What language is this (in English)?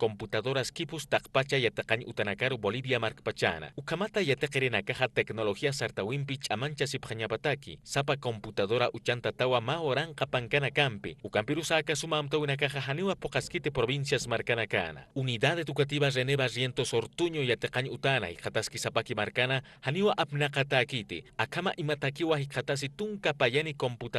Aymara